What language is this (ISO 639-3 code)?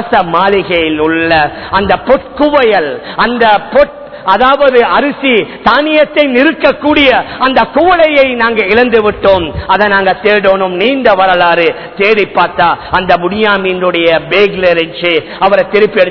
tam